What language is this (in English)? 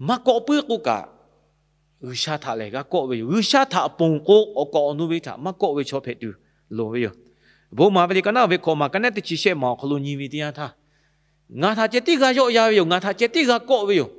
Lahu